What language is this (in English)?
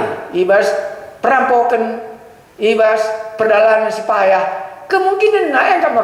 Batak Karo